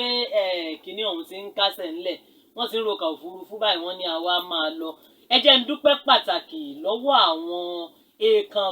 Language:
Yoruba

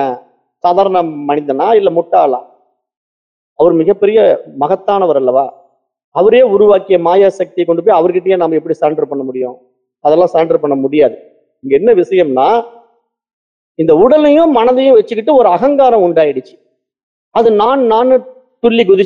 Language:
Tamil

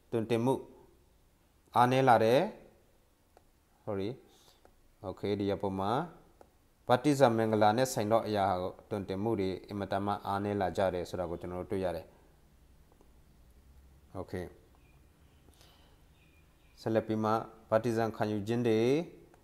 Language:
Burmese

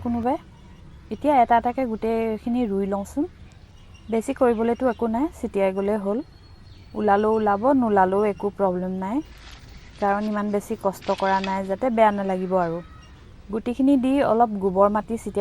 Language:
Assamese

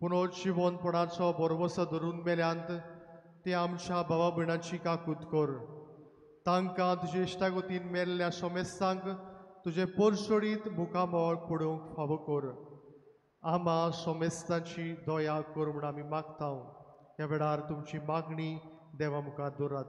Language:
Konkani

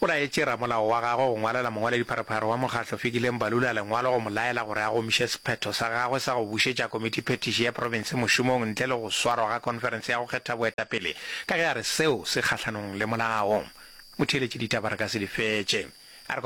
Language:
Northern Sotho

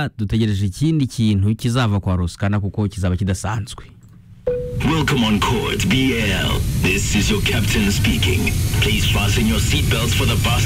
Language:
Kinyarwanda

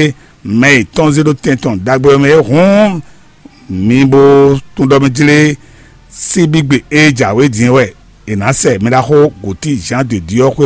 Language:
Fon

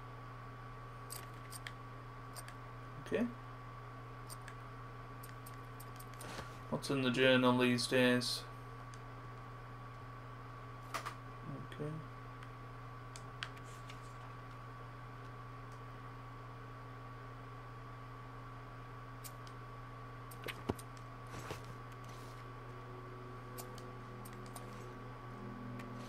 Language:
English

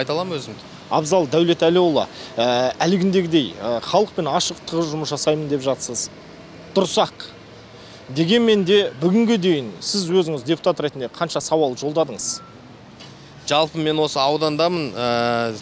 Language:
Kazakh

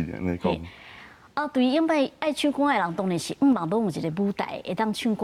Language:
Min Nan Chinese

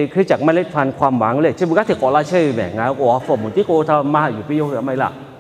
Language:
Lahu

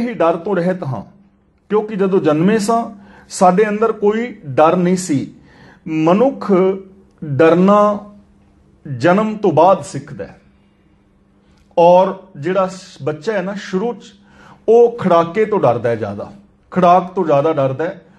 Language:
Punjabi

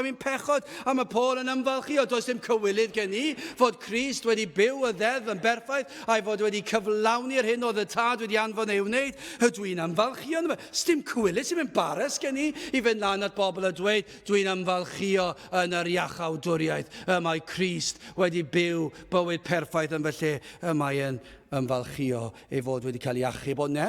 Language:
Welsh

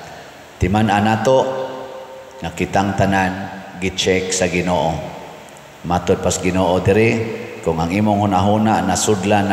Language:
Cebuano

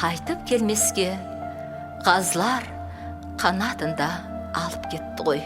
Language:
Kara-Kalpak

